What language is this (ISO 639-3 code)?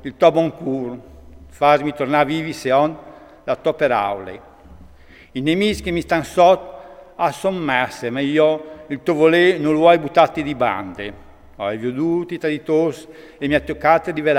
fur